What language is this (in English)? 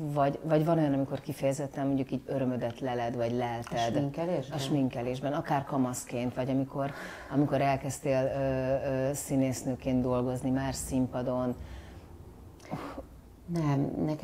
Hungarian